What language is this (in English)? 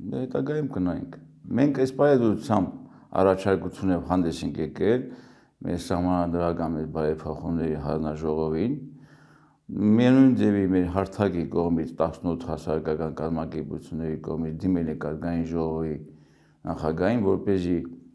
Armenian